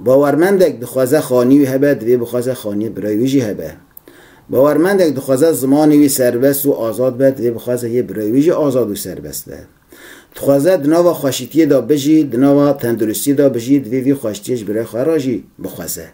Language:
Kurdish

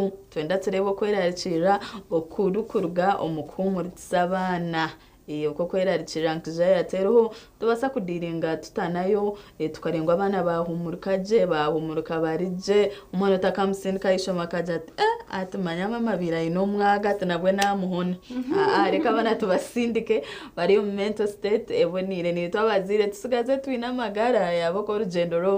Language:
Nyankole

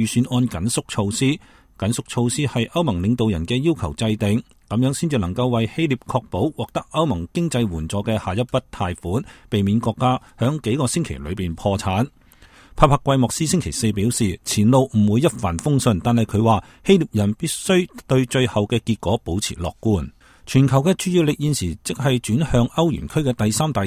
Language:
Cantonese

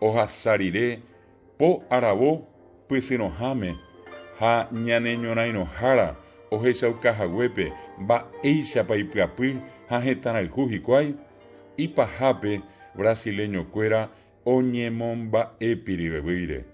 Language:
Guarani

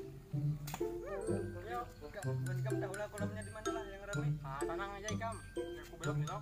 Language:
Banjar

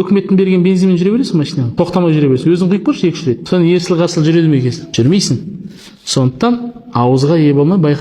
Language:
Kazakh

